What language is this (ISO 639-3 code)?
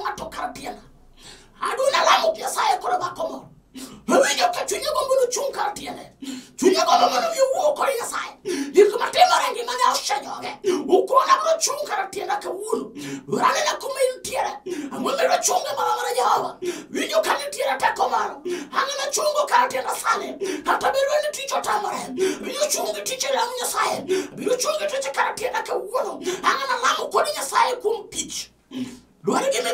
luo